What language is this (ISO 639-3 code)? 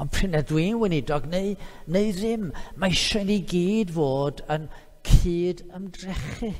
cym